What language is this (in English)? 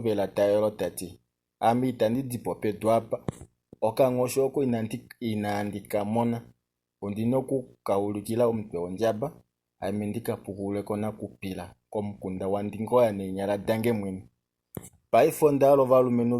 Kuanyama